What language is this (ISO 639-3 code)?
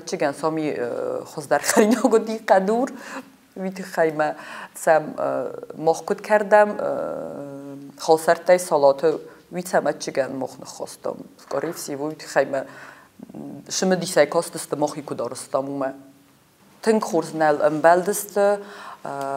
oss